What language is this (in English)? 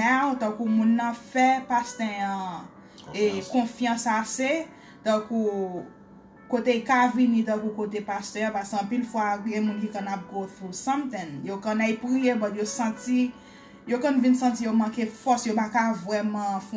Haitian Creole